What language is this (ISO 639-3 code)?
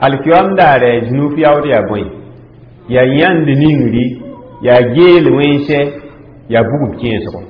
mos